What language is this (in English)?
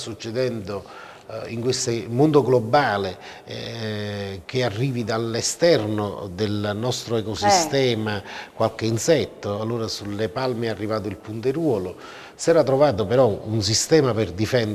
Italian